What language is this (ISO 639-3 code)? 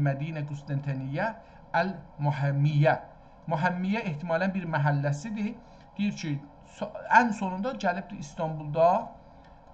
azb